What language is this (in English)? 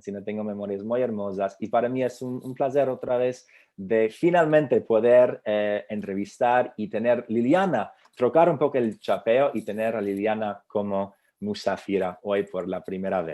Ladino